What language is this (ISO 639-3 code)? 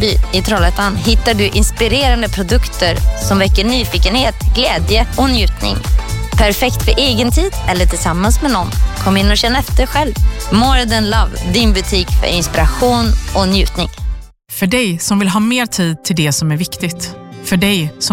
swe